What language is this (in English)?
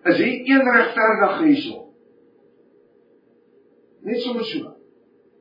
Afrikaans